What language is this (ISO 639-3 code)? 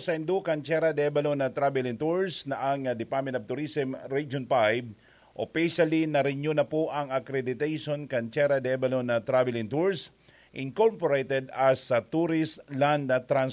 bik